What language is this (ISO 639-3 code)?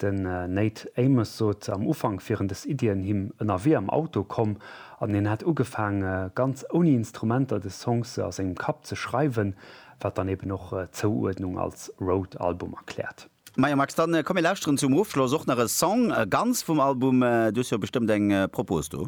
ltz